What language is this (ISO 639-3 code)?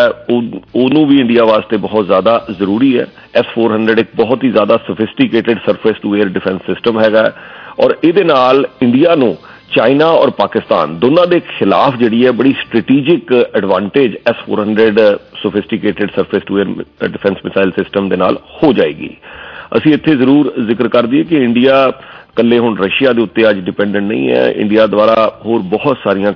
pan